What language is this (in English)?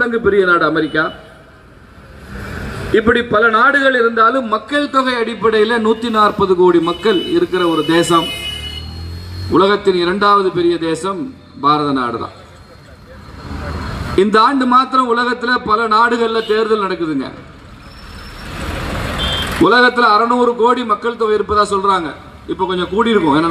Tamil